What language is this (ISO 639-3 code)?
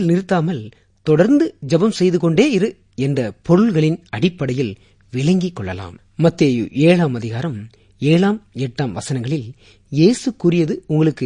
tam